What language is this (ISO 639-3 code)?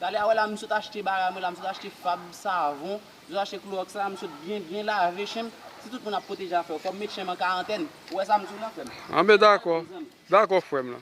hat